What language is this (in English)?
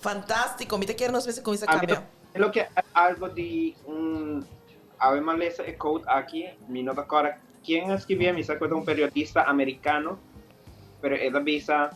Papiamento